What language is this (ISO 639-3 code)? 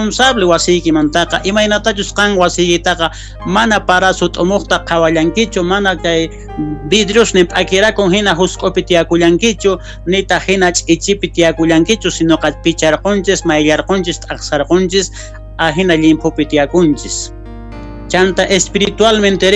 quh